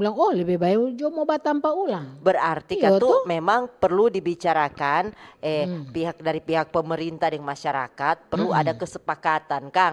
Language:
Manado Malay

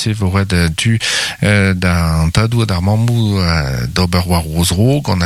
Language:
Breton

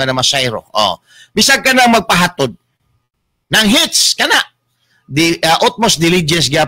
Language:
Cebuano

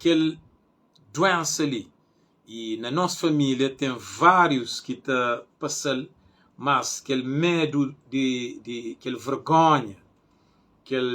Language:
Kabuverdianu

